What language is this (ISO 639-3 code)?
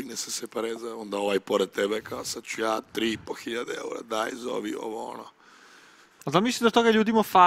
srp